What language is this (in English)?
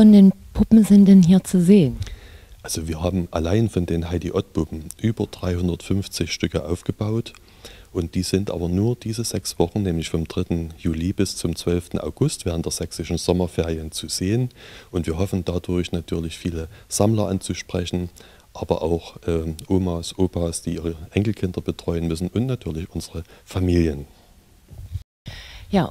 German